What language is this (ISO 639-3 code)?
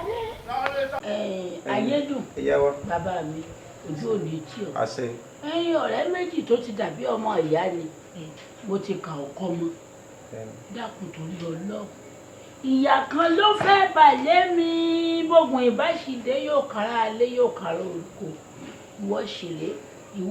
yor